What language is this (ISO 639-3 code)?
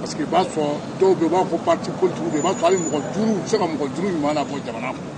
bam